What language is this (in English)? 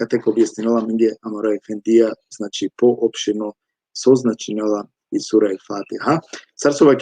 Balkan Romani